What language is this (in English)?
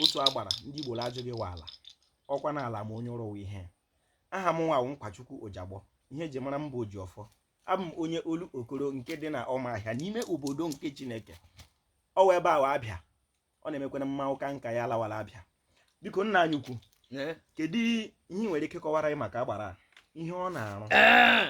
Igbo